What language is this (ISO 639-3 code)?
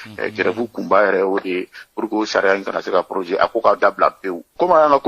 bam